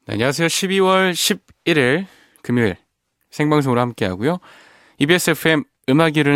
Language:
Korean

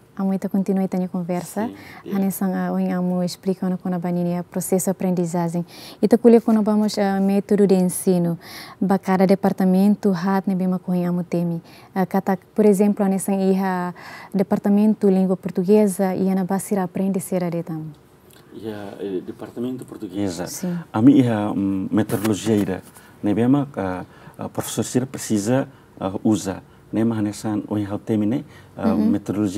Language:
Tetum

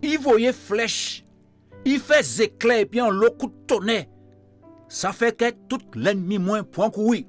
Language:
Guadeloupean Creole French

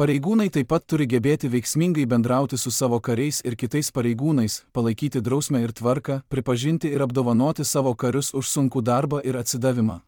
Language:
Lithuanian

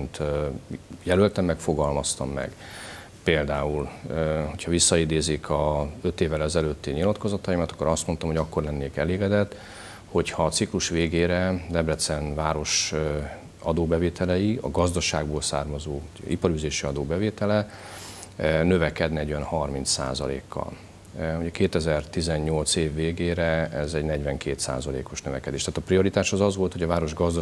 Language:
Hungarian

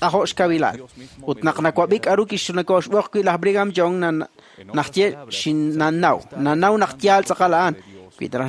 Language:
Kekchí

